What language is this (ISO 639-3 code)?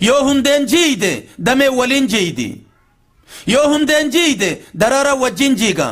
orm